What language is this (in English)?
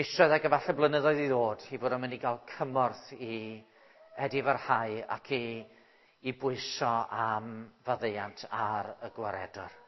Welsh